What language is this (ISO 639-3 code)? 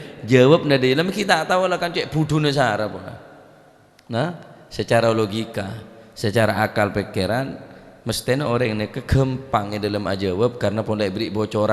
mad